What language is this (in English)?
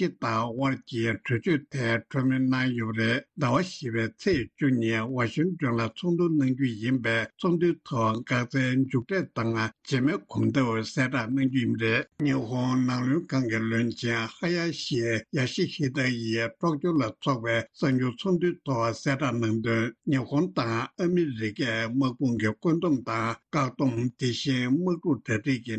Tibetan